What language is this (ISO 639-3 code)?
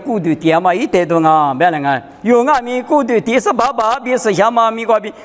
lis